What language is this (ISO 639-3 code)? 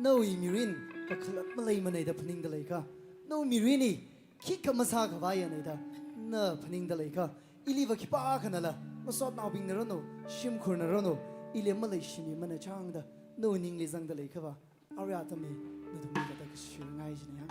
nmf